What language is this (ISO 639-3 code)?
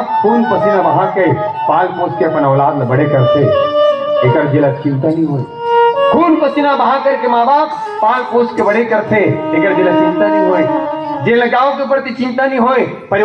hne